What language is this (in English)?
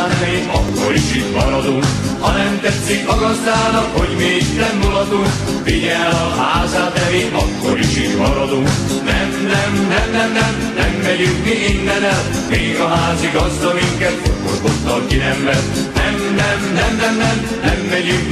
Hungarian